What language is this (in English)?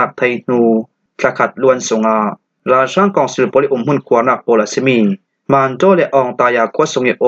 Falam Chin